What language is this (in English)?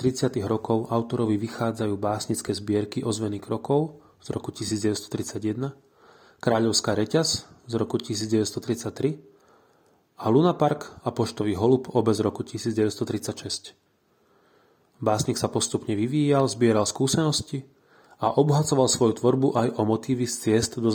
Slovak